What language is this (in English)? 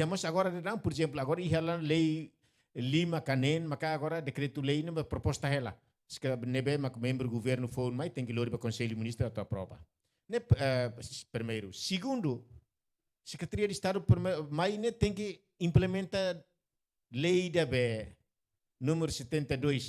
Tetum